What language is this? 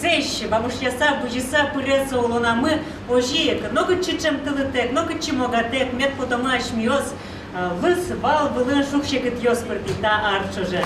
Udmurt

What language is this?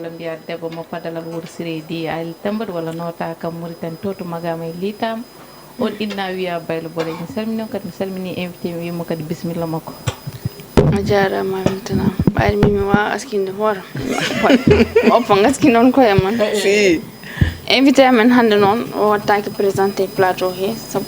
Fula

